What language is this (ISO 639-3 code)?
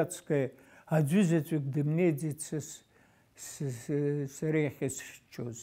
abk